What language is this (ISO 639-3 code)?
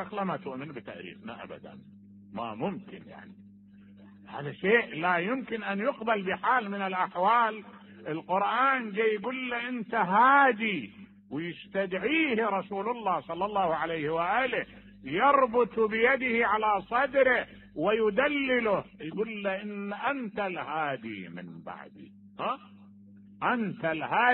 acm